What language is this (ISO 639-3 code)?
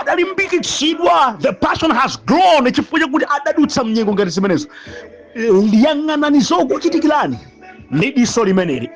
nya